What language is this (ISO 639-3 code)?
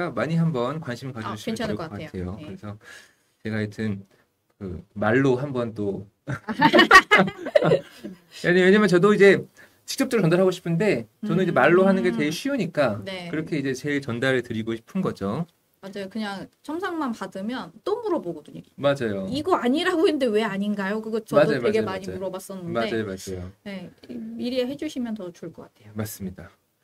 kor